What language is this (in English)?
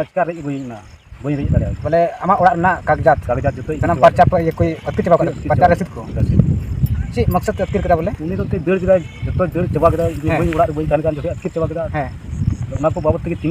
Santali